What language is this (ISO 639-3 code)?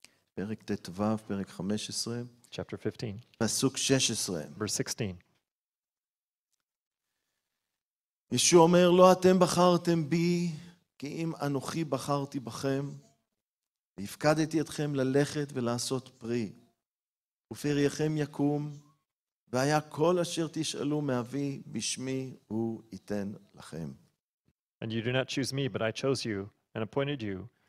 heb